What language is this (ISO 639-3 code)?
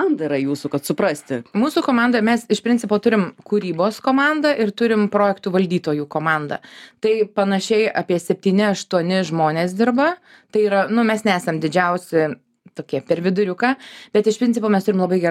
lit